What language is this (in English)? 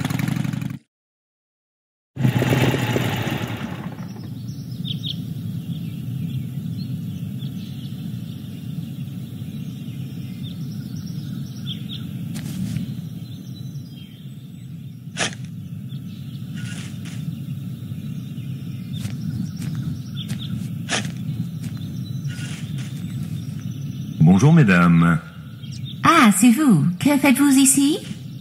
French